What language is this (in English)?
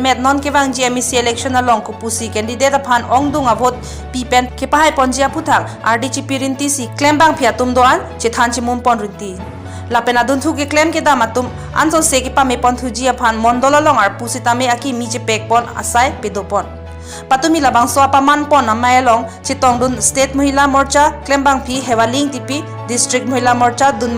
Karbi